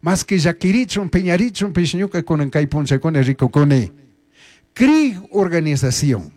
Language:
Chimborazo Highland Quichua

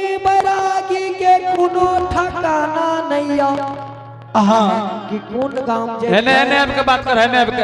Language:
Angika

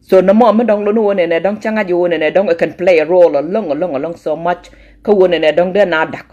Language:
Nuer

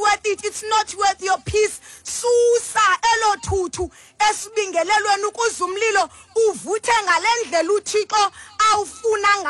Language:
Xhosa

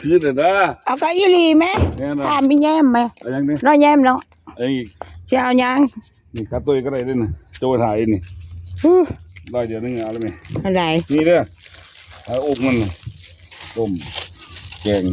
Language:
Northeastern Thai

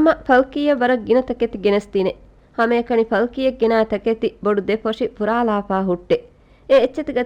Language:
Divehi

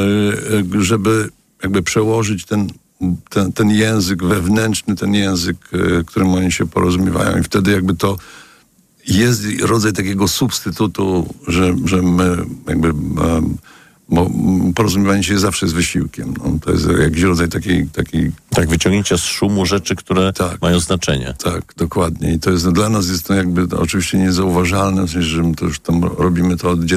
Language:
Polish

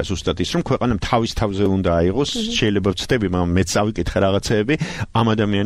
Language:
Georgian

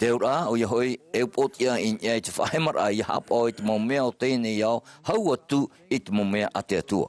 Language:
Tahitian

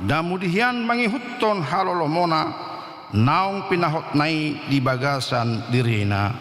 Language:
Batak Toba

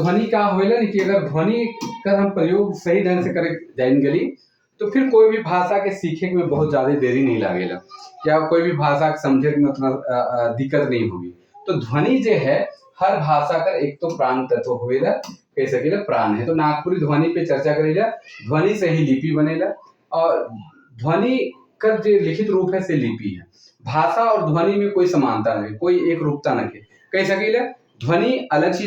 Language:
Sadri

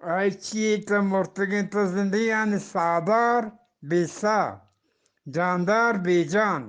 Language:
Eastern Balochi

